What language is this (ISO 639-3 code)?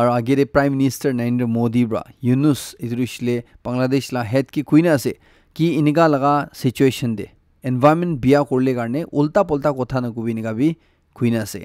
nag